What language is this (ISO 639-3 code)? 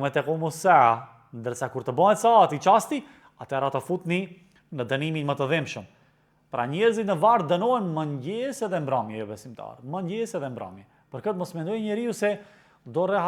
sqi